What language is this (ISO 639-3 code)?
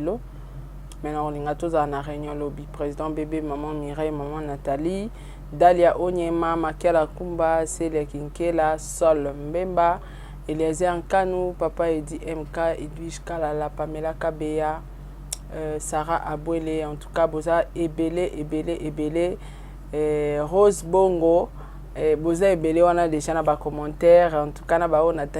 lin